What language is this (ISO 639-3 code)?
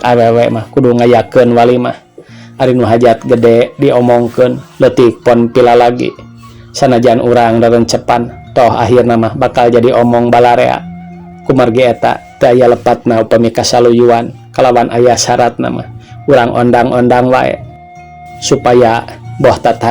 sun